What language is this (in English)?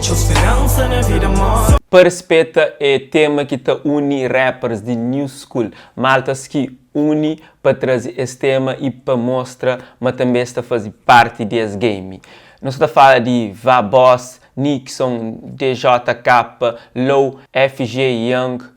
Kabuverdianu